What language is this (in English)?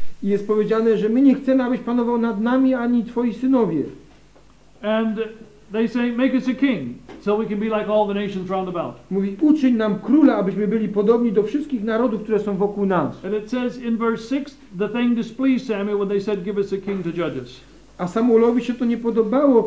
Polish